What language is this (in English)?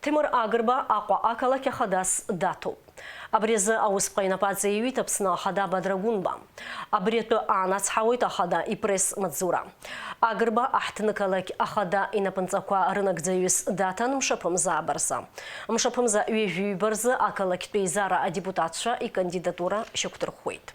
Abkhazian